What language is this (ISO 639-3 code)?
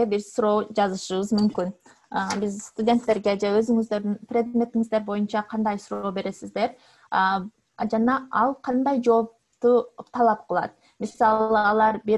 kir